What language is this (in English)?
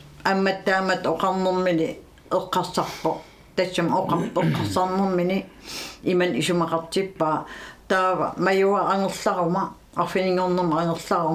Kalaallisut